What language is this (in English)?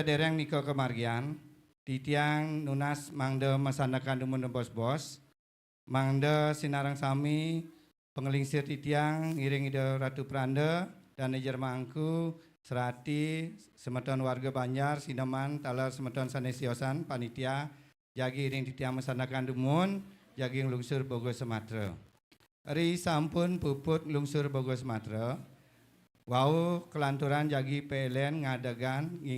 Balinese